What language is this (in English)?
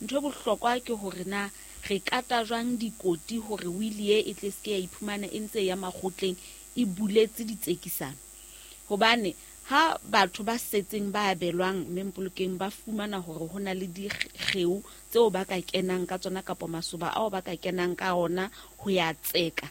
Southern Sotho